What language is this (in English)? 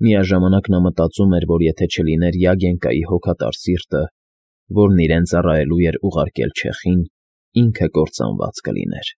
Armenian